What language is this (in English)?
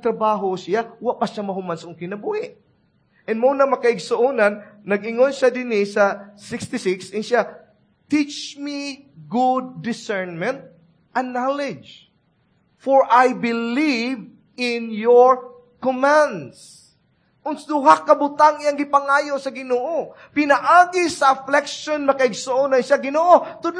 Cebuano